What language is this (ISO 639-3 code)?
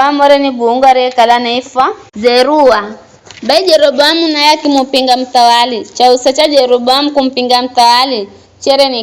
nyf